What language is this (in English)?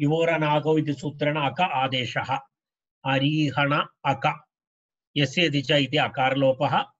Sanskrit